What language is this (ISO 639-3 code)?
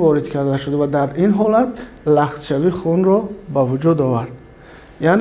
tgk